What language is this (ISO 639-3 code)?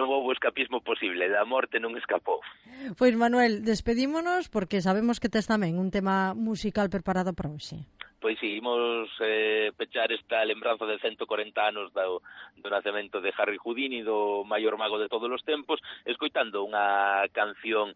glg